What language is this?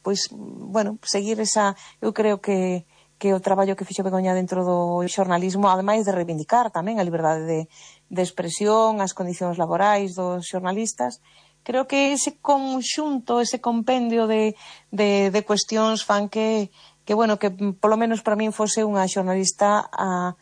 Galician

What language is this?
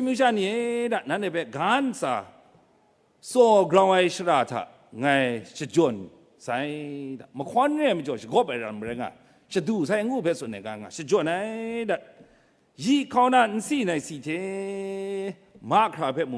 Kachin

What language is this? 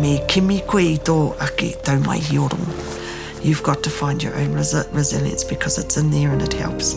Māori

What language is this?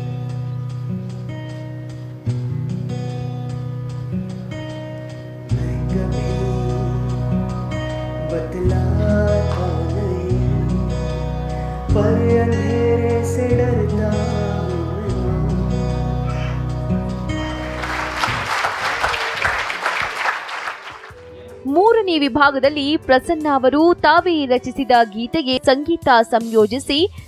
Kannada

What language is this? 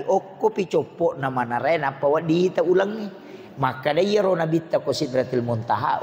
Buginese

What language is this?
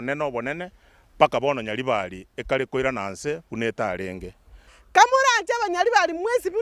Gusii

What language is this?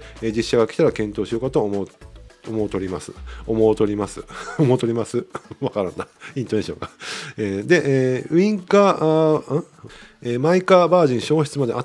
Japanese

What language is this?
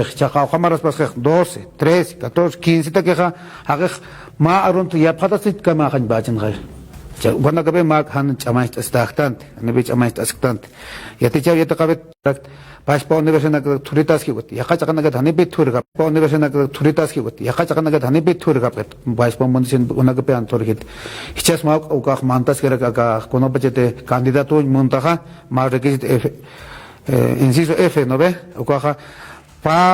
Aymara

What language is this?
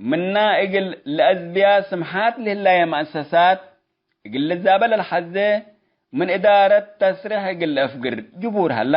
Tigre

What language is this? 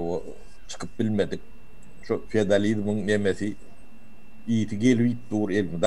Turkmen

